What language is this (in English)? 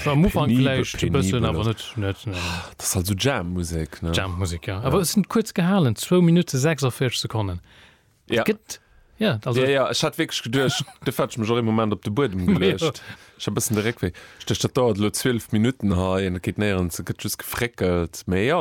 Luxembourgish